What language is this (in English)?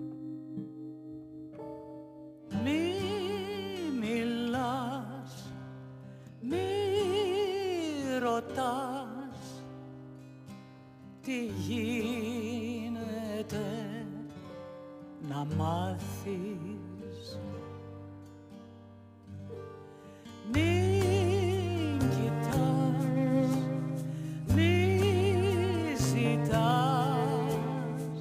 Greek